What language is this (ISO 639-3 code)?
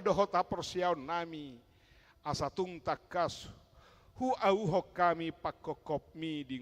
bbc